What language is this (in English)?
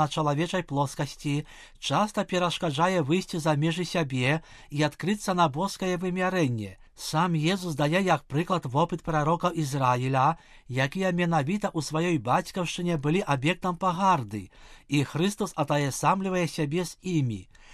Belarusian